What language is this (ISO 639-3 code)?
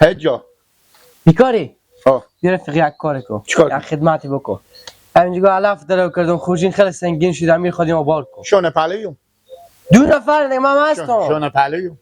fas